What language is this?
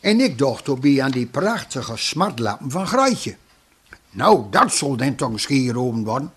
Gronings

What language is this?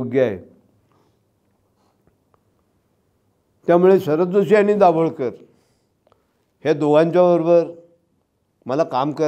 Marathi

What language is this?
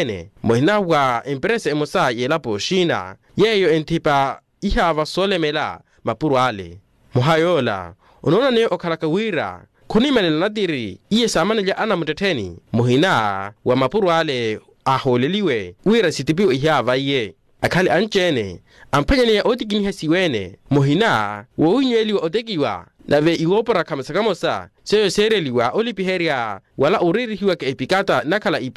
Makhuwa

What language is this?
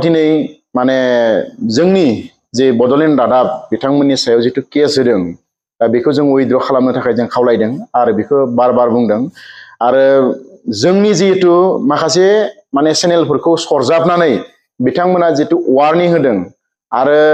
Bodo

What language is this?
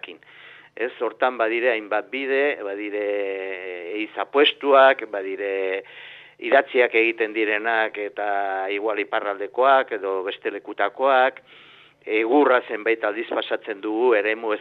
Basque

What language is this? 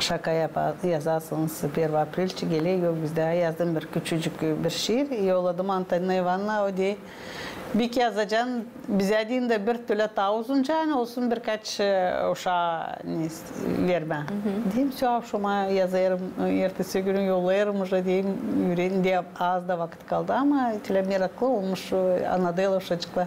Gagauz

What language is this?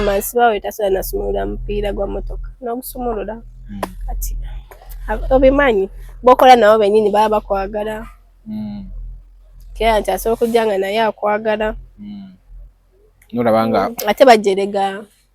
Ganda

